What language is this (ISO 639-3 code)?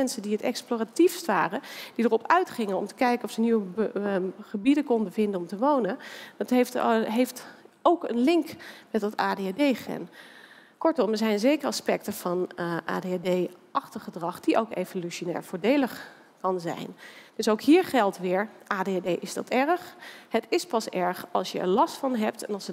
nld